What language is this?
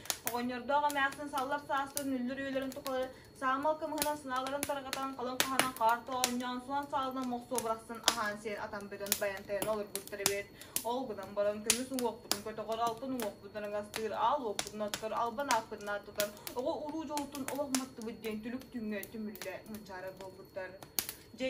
Yakut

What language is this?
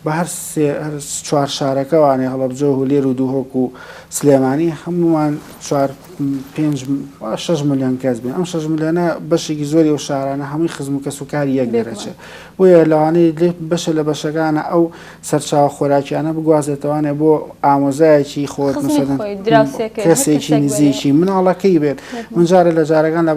Central Kurdish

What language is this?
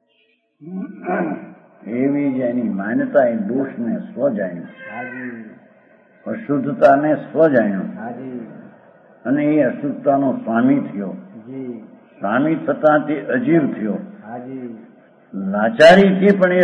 Gujarati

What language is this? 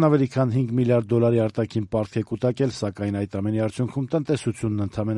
Armenian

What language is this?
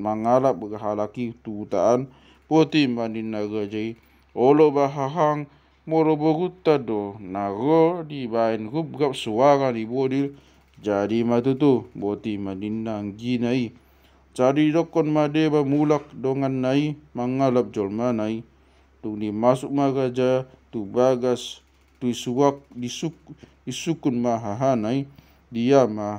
Batak Toba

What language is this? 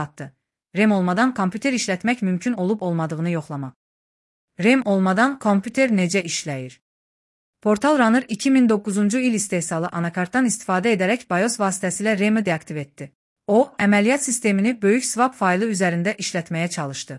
Azerbaijani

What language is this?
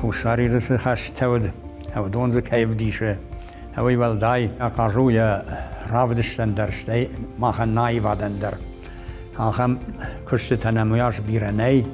Ossetic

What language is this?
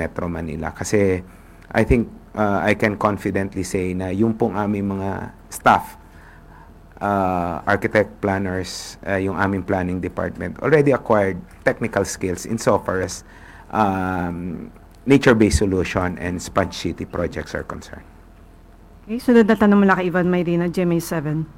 Filipino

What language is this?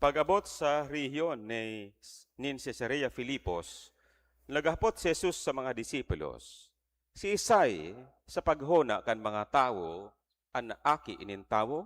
Bikol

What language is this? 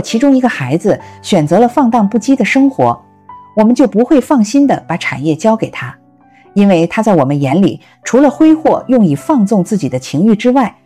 Chinese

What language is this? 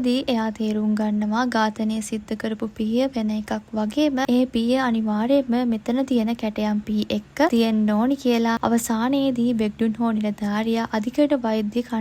Sinhala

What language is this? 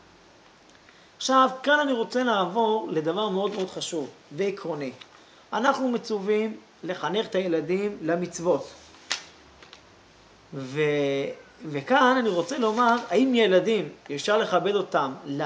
Hebrew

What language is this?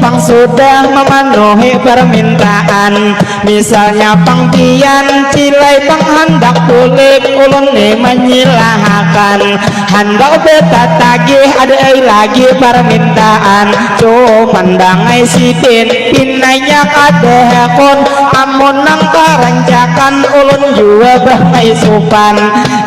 Banjar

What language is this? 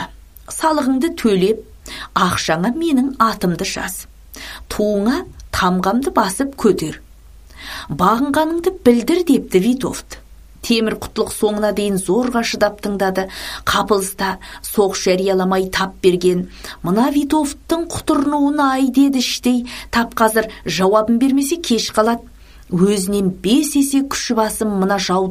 Kazakh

